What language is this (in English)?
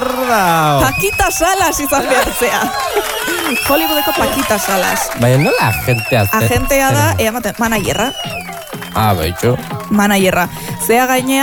Basque